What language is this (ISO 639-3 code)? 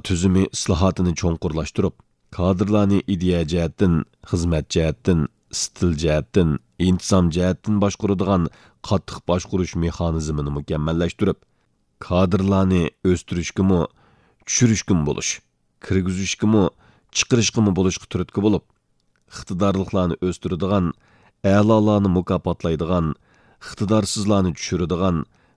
uig